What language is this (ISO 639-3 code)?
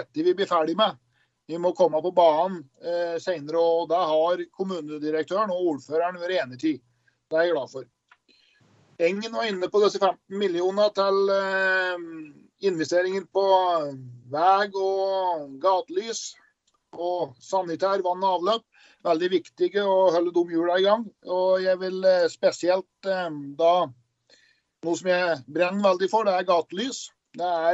nor